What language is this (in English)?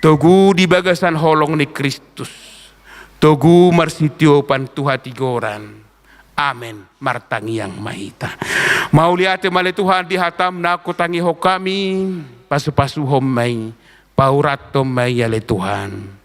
Batak Toba